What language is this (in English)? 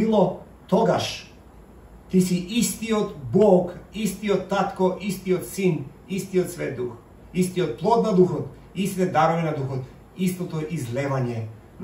Macedonian